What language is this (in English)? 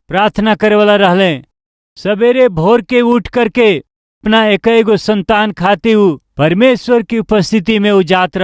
Bhojpuri